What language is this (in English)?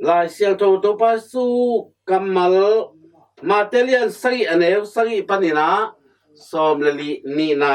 Tedim Chin